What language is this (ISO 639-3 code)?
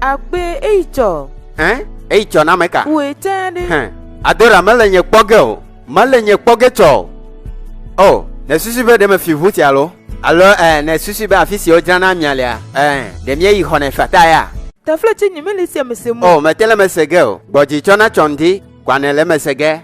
ewe